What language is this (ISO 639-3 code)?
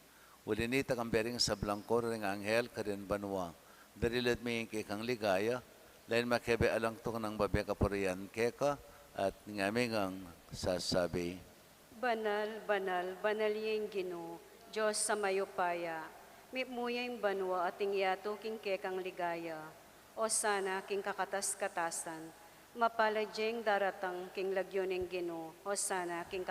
pam